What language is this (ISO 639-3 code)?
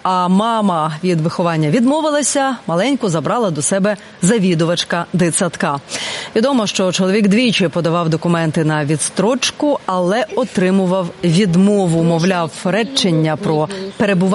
ukr